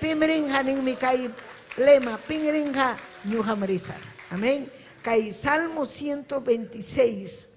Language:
Ayacucho Quechua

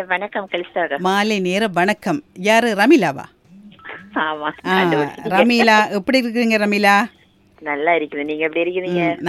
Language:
Tamil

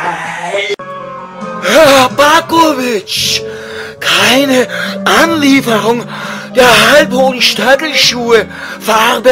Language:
Bavarian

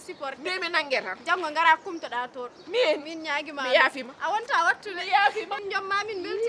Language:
Fula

